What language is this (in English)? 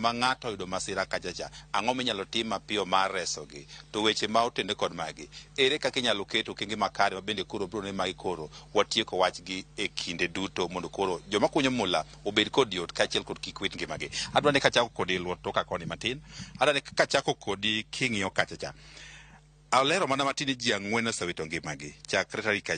Luo (Kenya and Tanzania)